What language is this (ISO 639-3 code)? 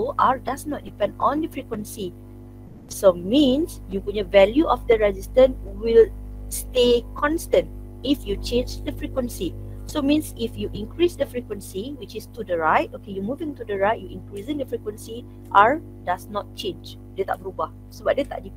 msa